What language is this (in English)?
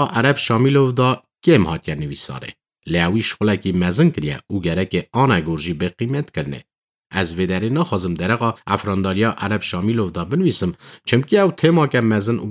Kurdish